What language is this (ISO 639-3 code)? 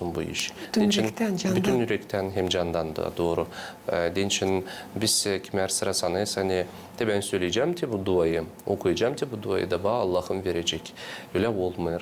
gag